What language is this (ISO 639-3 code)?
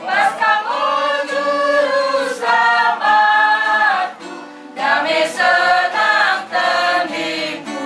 btx